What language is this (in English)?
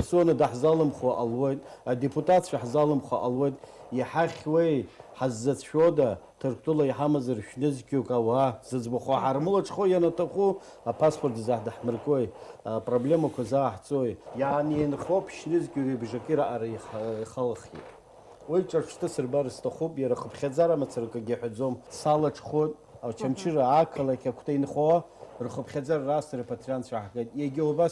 Abkhazian